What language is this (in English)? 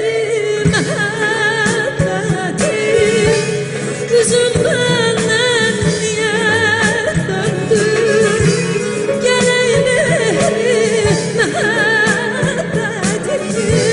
South Azerbaijani